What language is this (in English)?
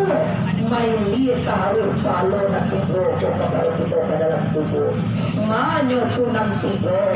Minangkabau